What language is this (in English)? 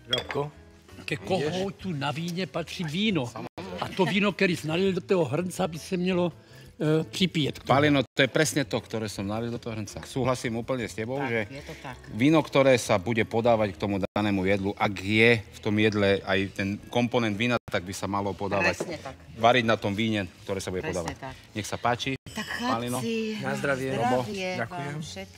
Slovak